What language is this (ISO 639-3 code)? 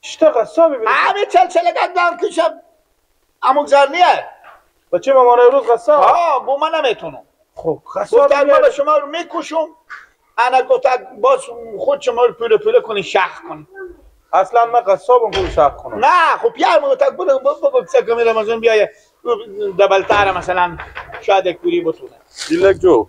fas